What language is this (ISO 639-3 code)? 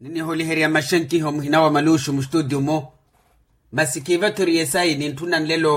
vmw